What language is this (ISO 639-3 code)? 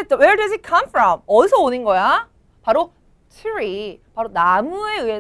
kor